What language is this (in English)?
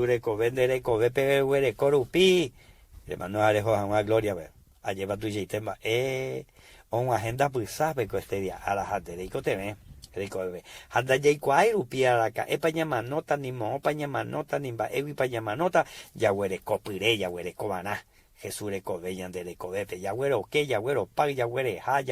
Guarani